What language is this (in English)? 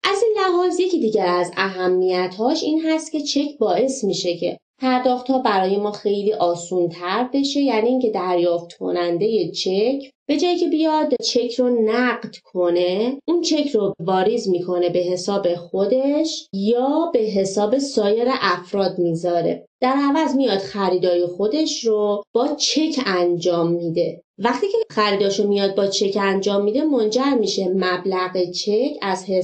Persian